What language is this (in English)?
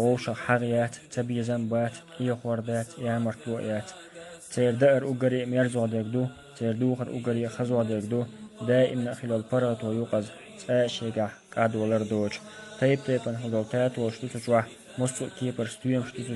Chechen